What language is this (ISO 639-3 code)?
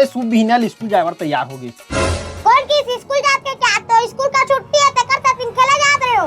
hne